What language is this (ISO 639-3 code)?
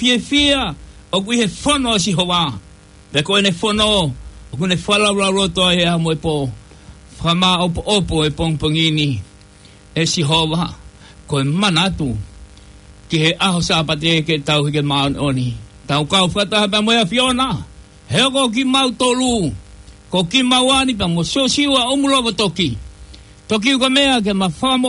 ton